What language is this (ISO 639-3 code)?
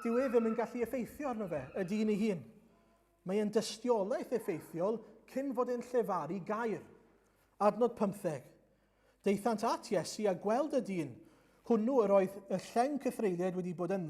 cym